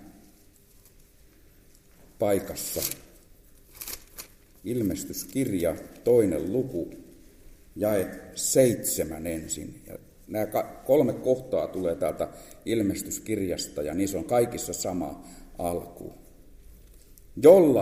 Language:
Finnish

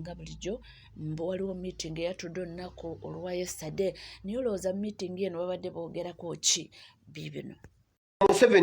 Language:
Ganda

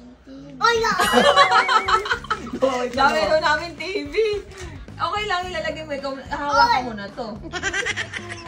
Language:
Filipino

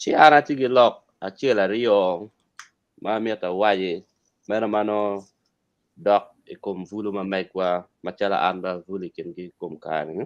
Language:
Acoli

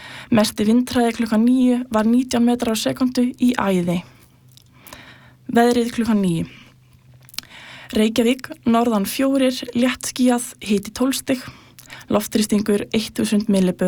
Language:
Icelandic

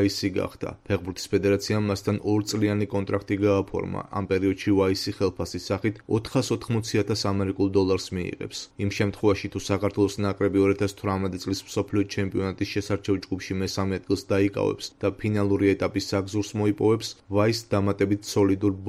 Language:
Georgian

